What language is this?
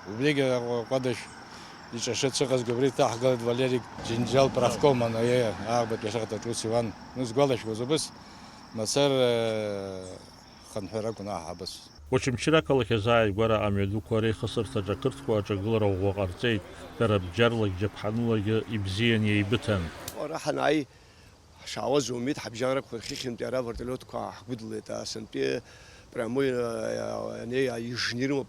Abkhazian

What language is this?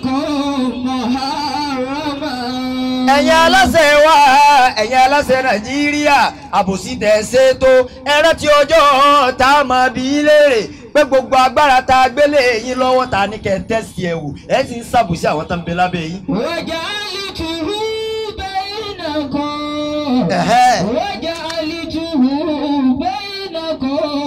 Yoruba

